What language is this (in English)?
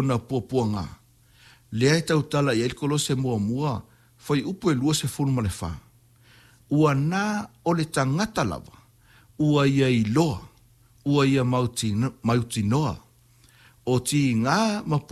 Samoan